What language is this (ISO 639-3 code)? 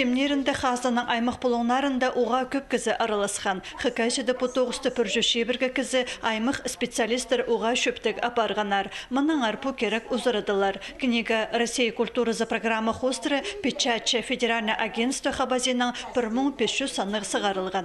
kjh